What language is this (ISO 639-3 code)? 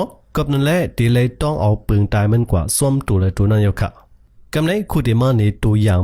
shn